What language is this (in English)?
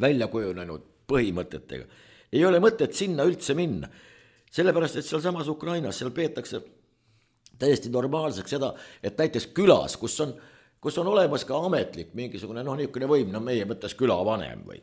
Estonian